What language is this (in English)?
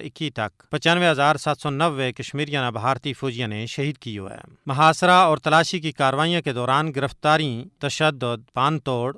Gujari